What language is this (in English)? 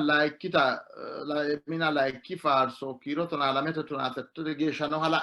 Sidamo